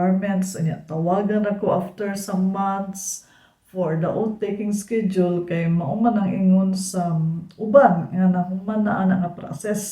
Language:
Cebuano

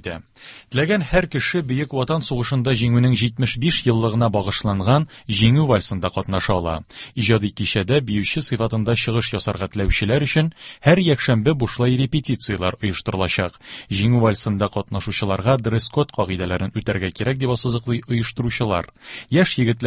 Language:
Tatar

